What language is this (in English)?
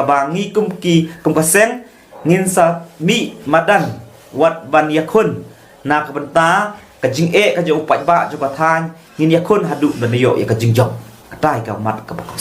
Khasi